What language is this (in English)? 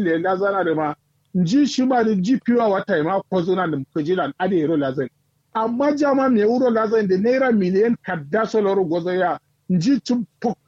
Kanuri